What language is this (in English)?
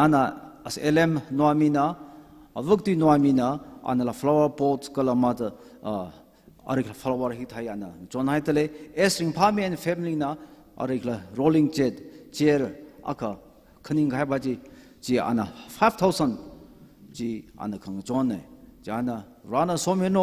Tangkhul Naga (India)